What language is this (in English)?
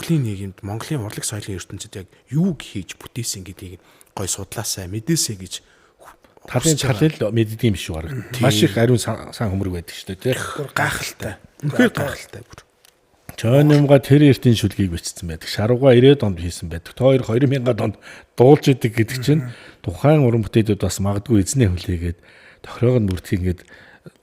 Mongolian